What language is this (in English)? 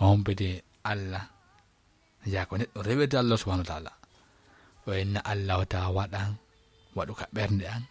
Fula